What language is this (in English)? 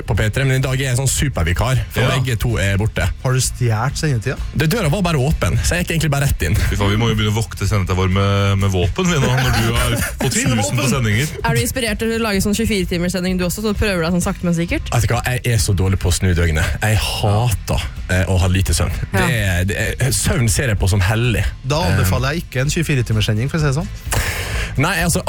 Norwegian